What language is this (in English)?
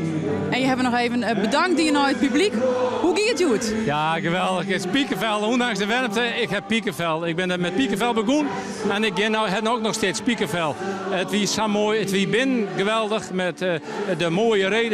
Western Frisian